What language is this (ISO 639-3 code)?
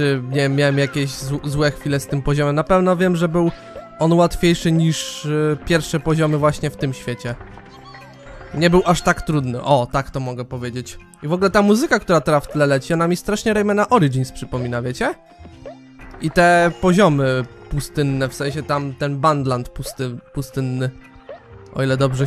pol